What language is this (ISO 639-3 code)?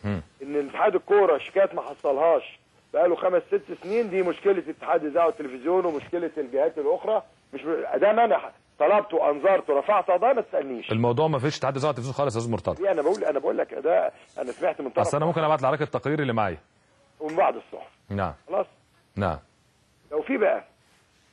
arz